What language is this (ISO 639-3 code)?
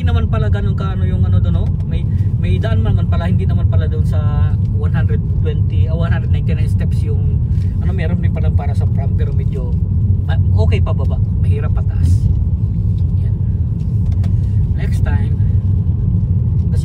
fil